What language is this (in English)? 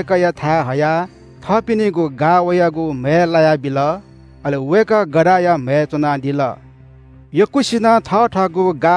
Newari